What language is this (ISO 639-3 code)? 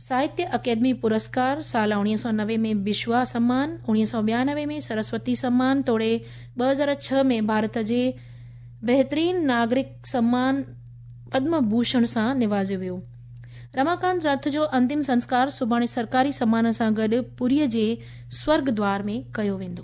snd